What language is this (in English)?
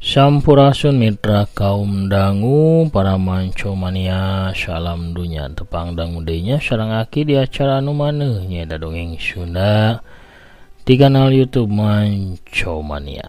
Sundanese